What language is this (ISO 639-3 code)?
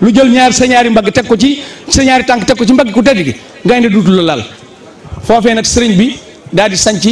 wol